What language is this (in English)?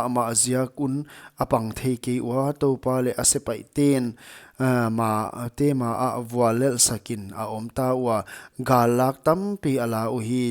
Paite Chin